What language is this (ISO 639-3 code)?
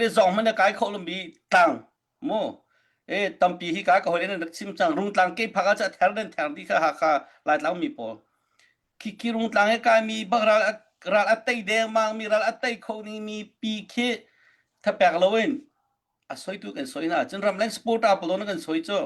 cnh